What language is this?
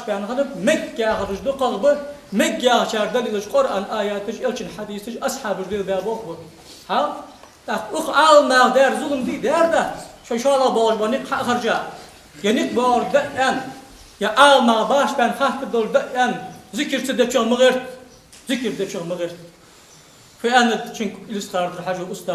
Ingush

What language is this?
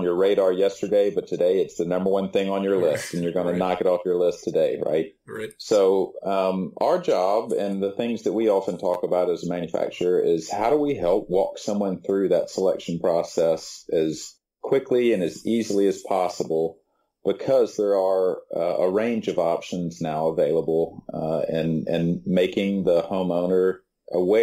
English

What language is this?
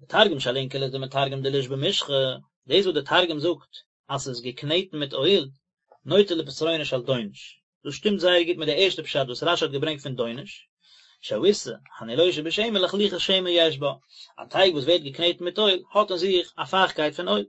Yiddish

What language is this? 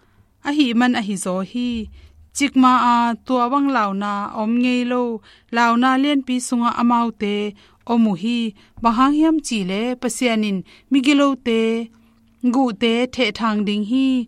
Tedim Chin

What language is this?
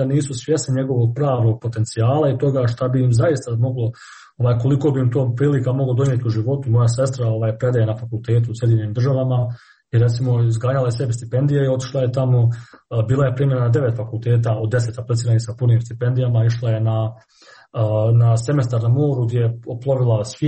Serbian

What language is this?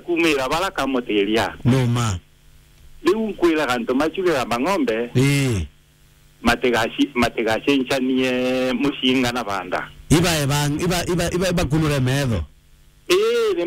Meru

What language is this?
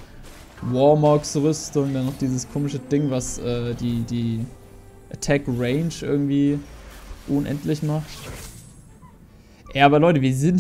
German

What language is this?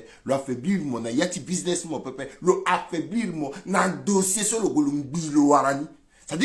Sango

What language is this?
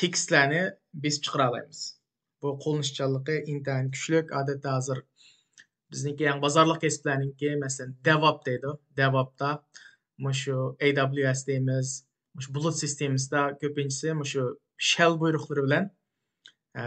Uyghur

